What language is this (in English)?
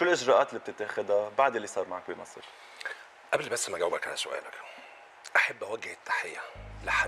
North Levantine Arabic